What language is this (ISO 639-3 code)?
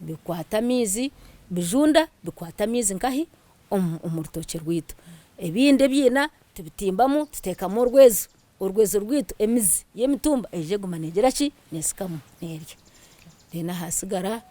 nyn